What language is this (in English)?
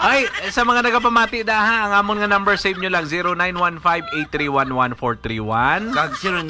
Hiligaynon